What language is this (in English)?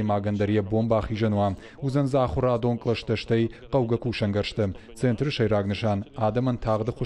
Ossetic